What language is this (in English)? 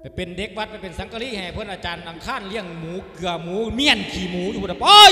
Lao